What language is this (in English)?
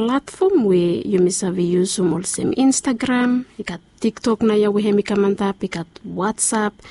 Bislama